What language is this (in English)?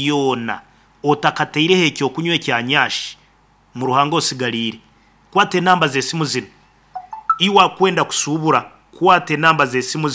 Nyankole